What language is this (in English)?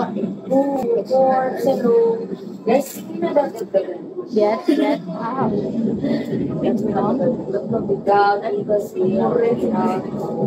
Filipino